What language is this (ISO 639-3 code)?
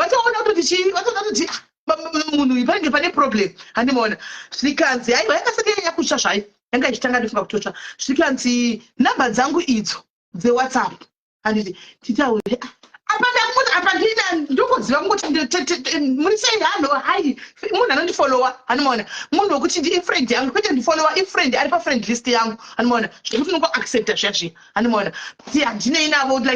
sna